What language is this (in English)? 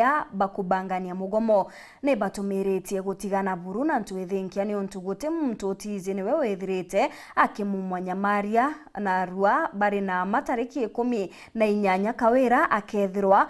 Meru